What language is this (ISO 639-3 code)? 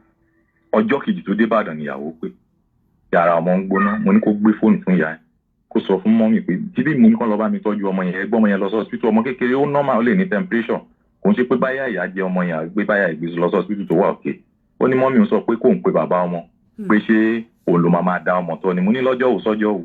yor